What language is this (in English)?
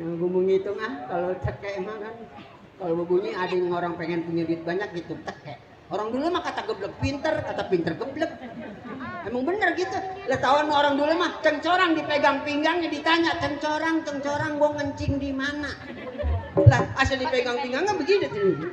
Betawi